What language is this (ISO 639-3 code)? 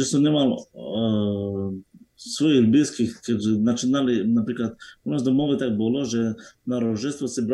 slk